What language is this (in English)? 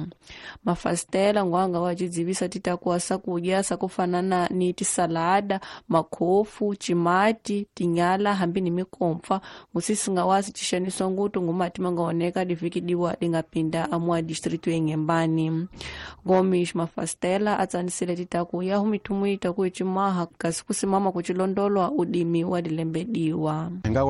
Tsonga